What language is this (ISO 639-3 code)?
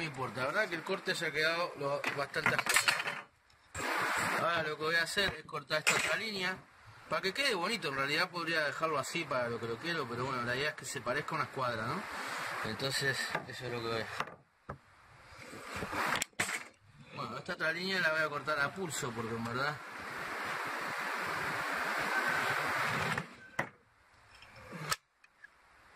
spa